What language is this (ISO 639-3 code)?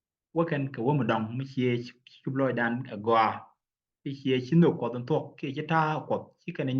nus